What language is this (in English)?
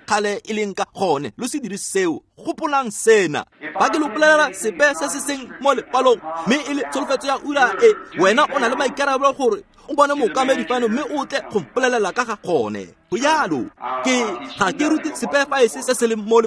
Tswana